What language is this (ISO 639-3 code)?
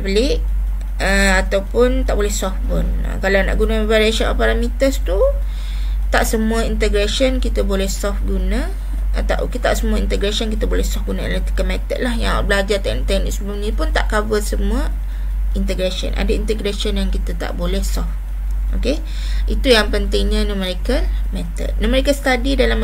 msa